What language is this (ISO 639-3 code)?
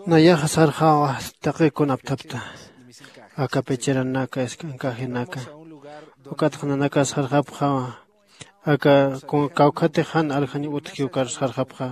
aym